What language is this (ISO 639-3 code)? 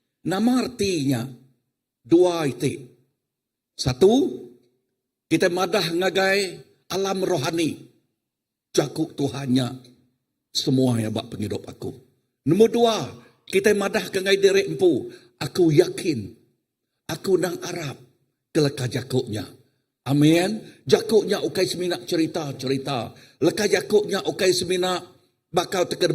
iba